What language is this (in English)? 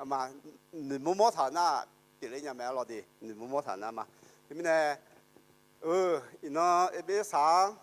Akha